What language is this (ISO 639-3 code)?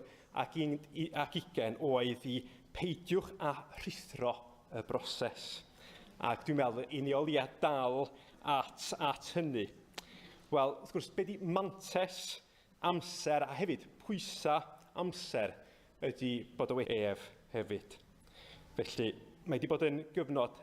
cym